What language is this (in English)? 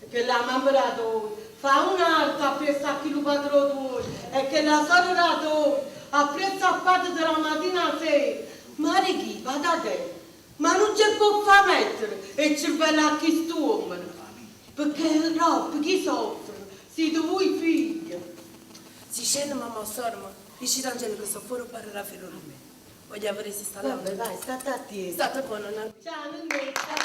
Neapolitan